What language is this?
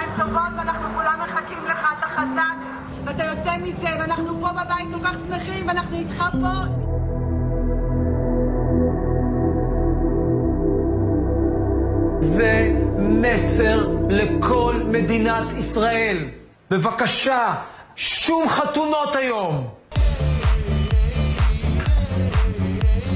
Hebrew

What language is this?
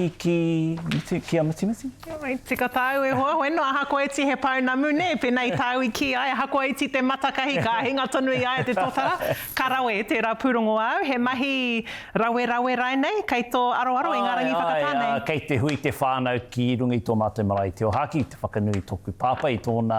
Māori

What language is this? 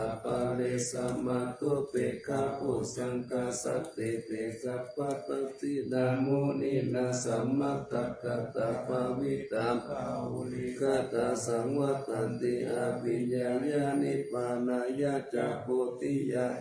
Pali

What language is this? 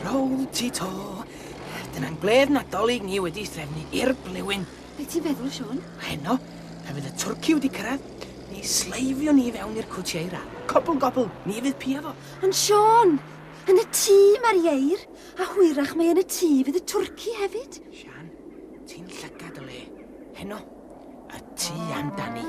Welsh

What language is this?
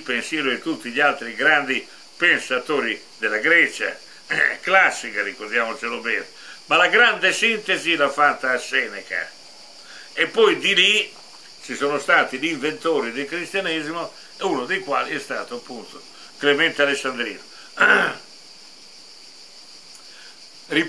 Italian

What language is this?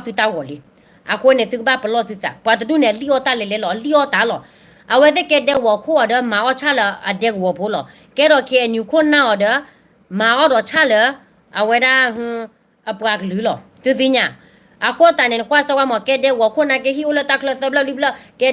S'gaw Karen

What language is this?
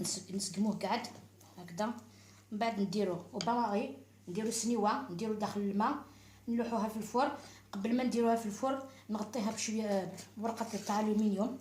Algerian Arabic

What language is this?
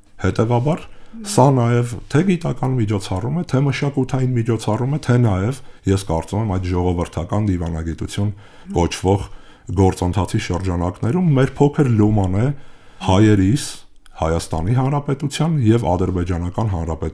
Armenian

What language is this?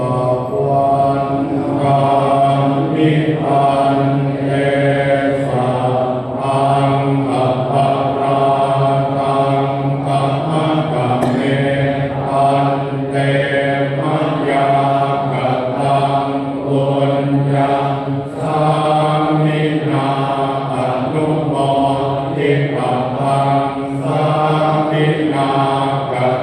Pali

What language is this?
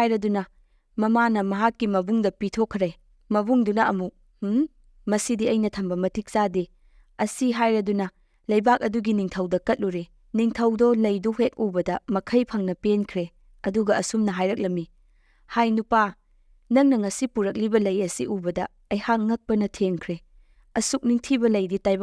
Manipuri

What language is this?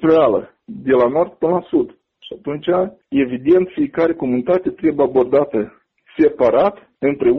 Romanian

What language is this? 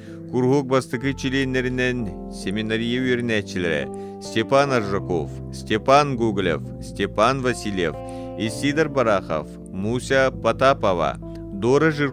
Yakut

